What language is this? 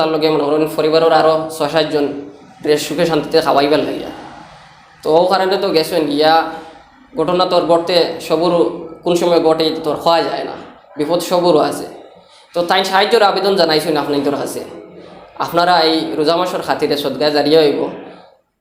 Sylheti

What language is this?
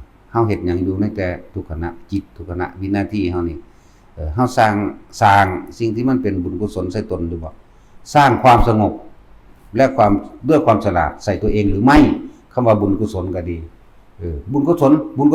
Lao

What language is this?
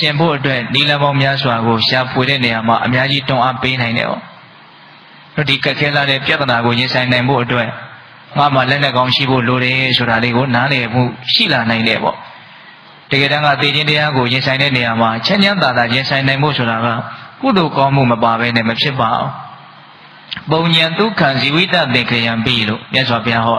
Burmese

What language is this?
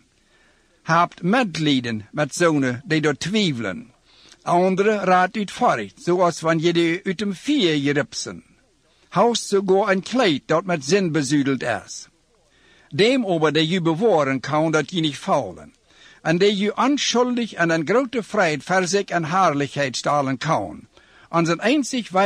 Plautdietsch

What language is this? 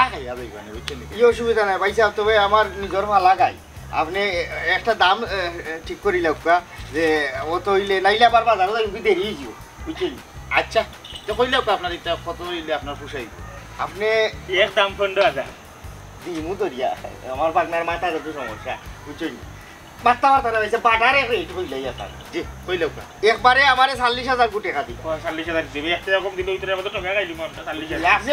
Sylheti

